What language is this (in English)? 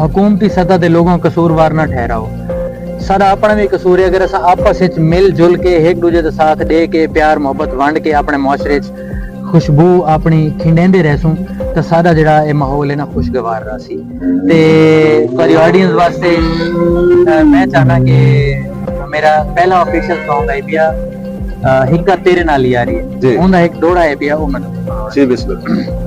Saraiki